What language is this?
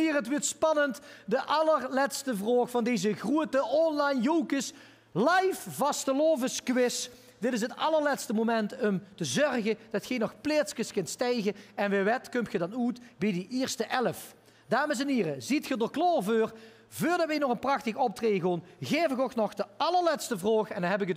Limburgish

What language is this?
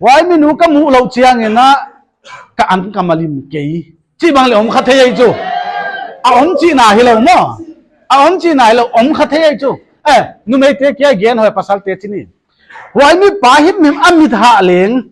Paite Chin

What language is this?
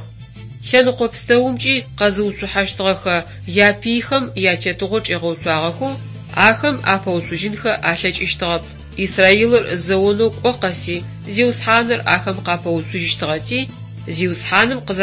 Adyghe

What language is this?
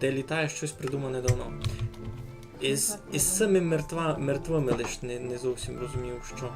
Rusyn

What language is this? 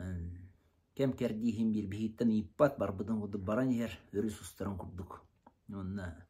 Yakut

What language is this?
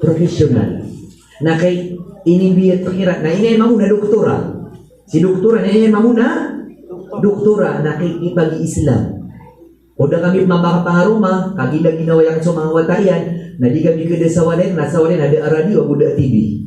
Maranao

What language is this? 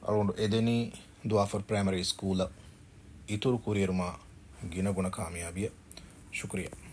Divehi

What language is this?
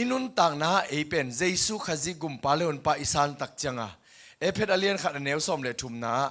Tedim Chin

